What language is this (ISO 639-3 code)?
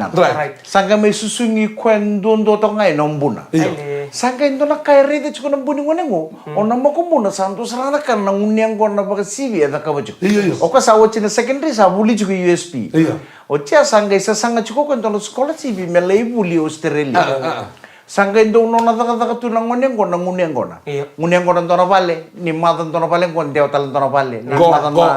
fij